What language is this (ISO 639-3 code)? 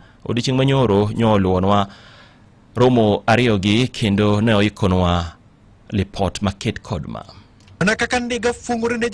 luo